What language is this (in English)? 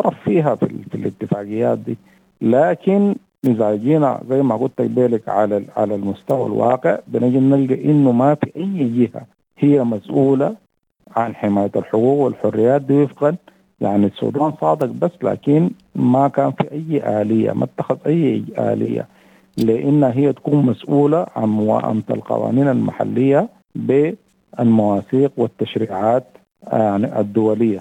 Sudanese Arabic